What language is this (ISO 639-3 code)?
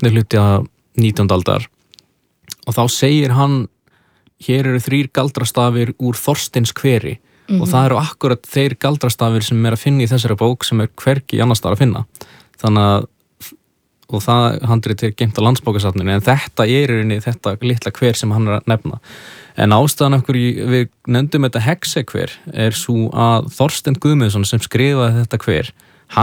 isl